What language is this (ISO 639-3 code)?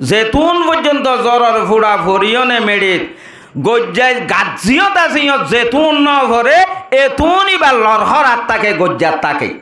rhg